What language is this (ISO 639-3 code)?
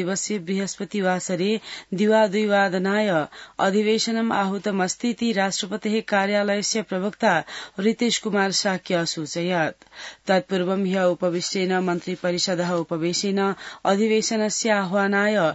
san